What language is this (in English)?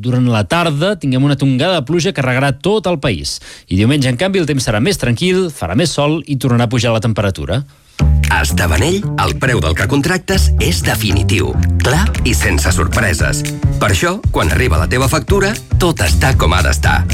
Catalan